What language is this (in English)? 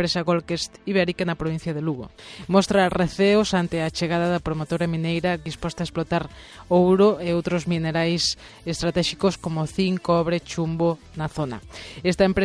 Galician